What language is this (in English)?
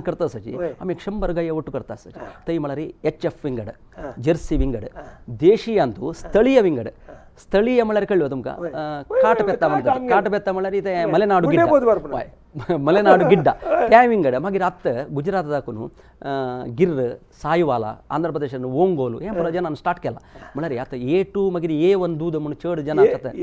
Konkani